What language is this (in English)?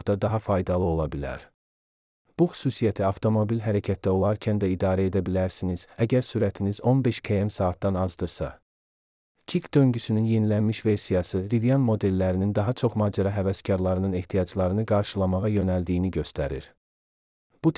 Azerbaijani